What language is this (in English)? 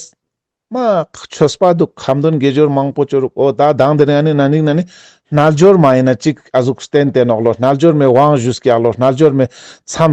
Ladakhi